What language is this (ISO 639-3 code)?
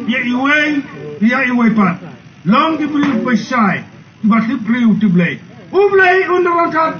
kha